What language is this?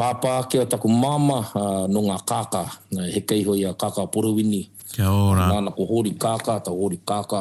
Māori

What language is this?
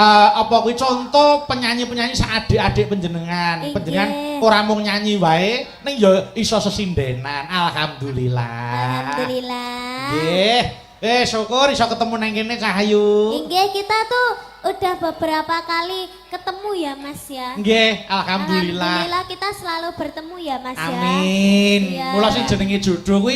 Javanese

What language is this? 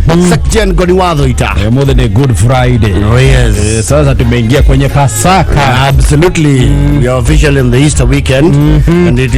Kikuyu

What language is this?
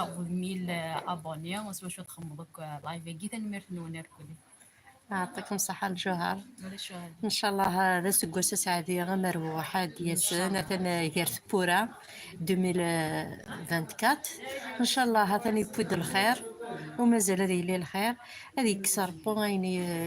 Kabyle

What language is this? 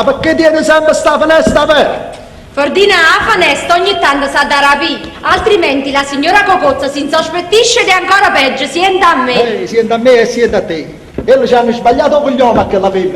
Neapolitan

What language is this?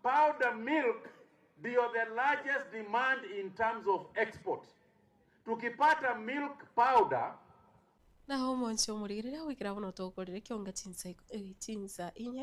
Gusii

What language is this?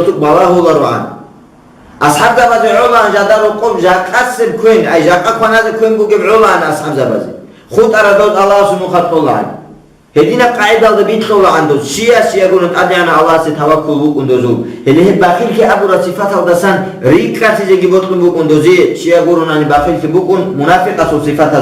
Avaric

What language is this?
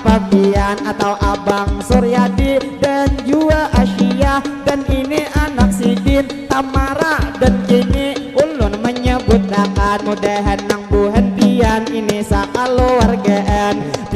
Banjar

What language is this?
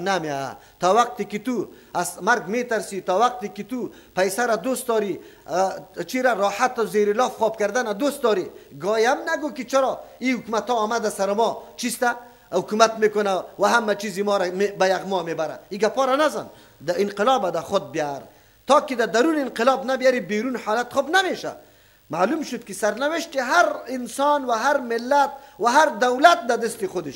Persian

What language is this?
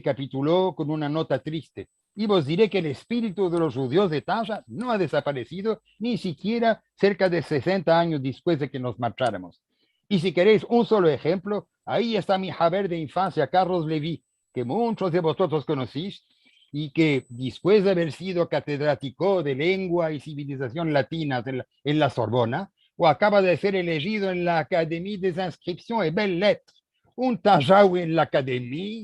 Ladino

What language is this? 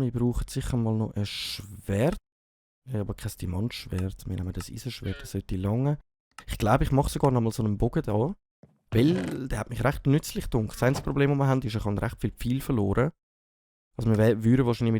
Swiss German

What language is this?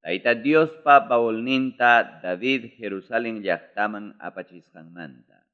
Ayacucho Quechua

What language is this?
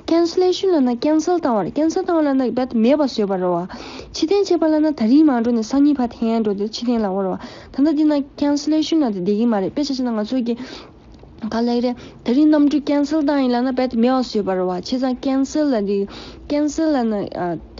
Tibetan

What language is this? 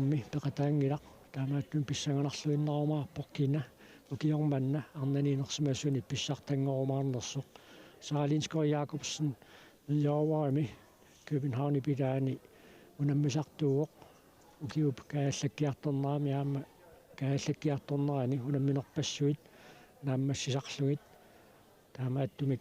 Kalaallisut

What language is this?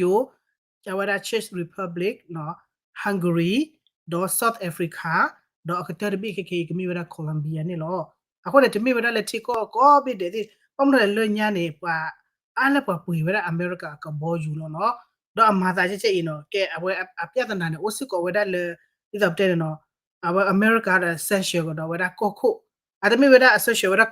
S'gaw Karen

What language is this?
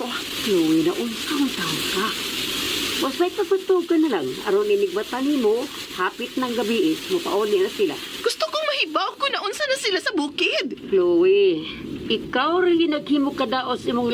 Cebuano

